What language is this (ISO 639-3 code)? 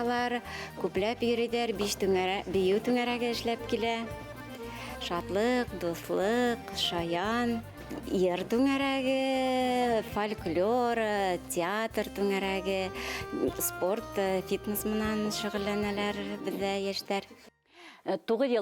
bak